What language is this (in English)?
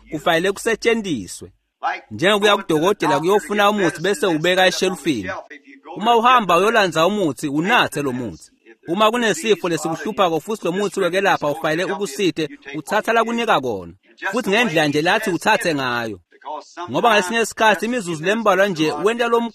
Swati